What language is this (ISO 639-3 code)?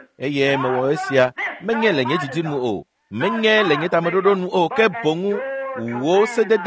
ewe